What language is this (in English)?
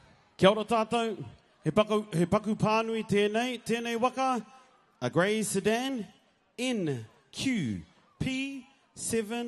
Māori